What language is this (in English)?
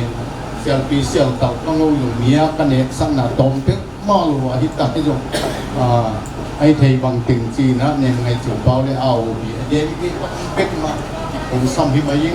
Tedim Chin